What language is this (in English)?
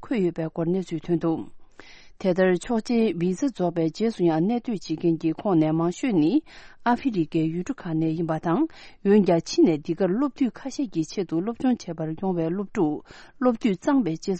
Tibetan